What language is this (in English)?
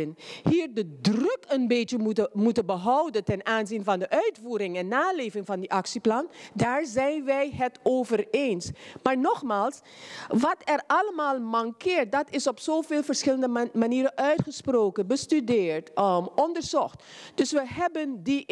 Dutch